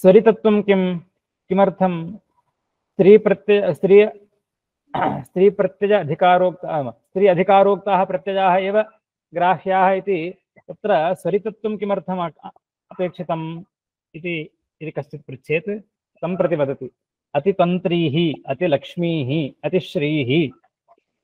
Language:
Sanskrit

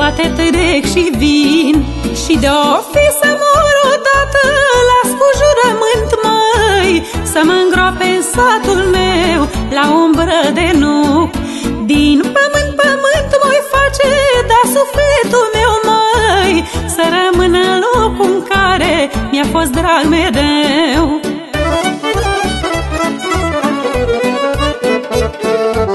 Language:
Romanian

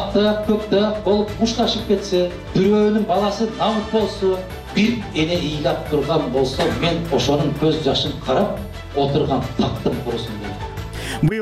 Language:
Kyrgyz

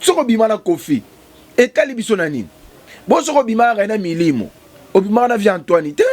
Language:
Lingala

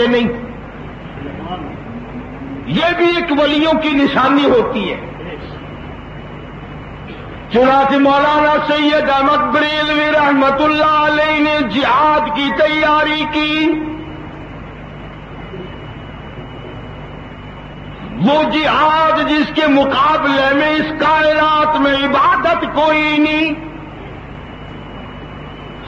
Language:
Urdu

